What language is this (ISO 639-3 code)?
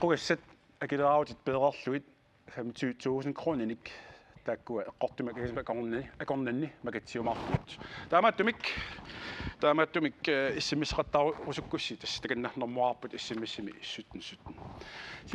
kal